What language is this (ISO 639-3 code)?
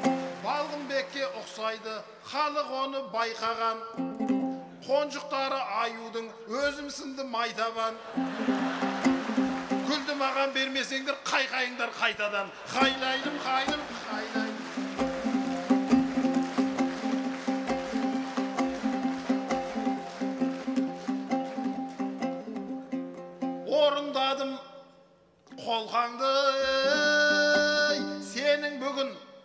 kaz